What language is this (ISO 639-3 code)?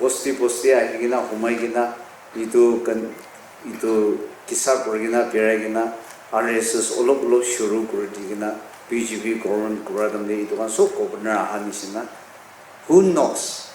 nag